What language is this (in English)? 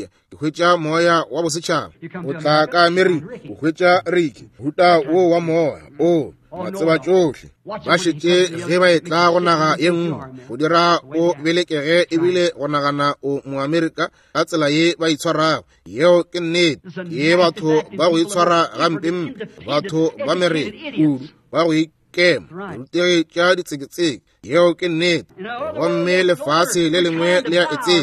Northern Sotho